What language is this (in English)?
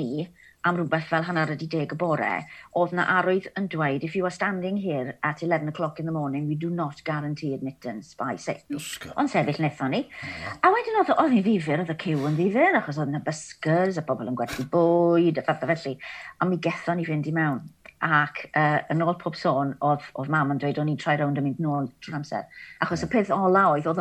Welsh